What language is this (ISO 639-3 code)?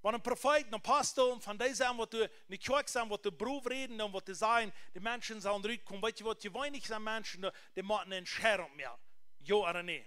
pdt